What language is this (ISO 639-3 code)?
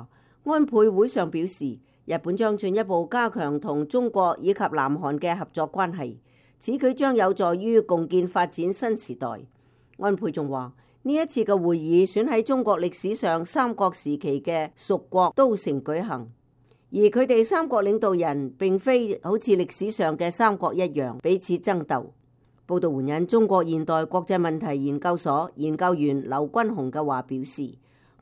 yue